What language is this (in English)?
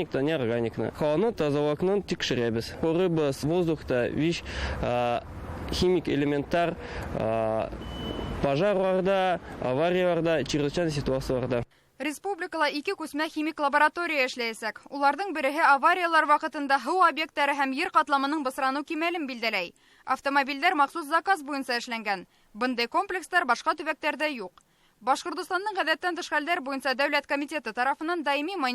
Bashkir